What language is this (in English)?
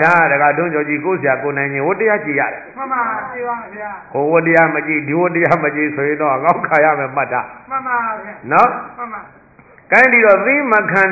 Burmese